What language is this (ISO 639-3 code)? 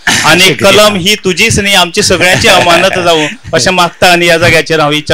kok